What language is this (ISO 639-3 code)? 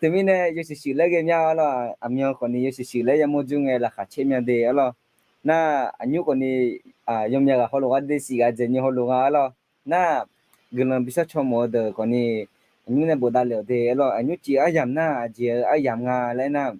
ahk